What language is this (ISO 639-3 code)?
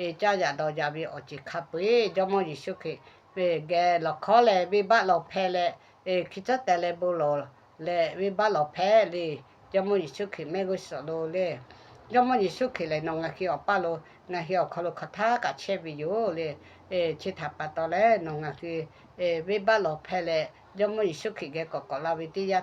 lhu